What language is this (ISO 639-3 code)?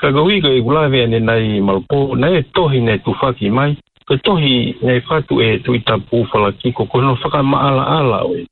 ton